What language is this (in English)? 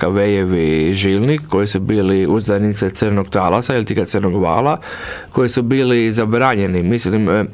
Croatian